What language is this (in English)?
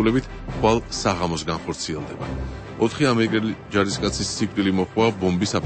Georgian